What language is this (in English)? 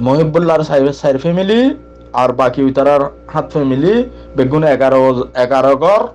Rohingya